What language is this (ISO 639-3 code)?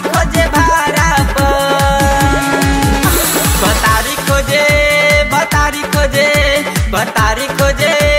bho